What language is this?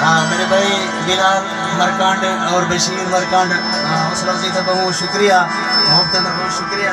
Saraiki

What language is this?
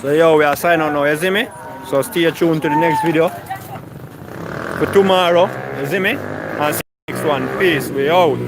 Jamaican Creole English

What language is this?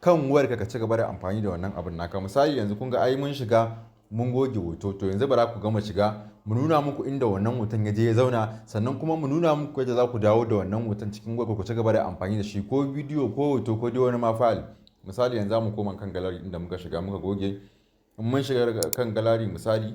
Hausa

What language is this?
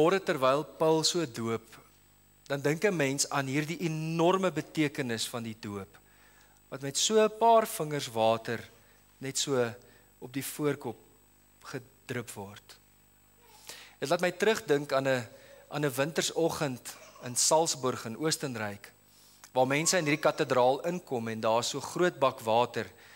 Afrikaans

